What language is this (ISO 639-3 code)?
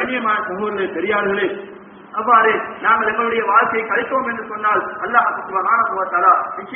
tam